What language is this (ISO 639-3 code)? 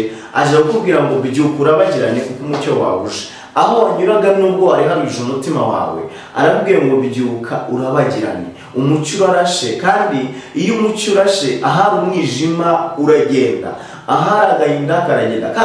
kin